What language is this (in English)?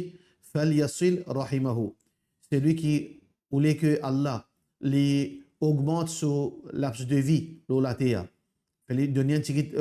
Morisyen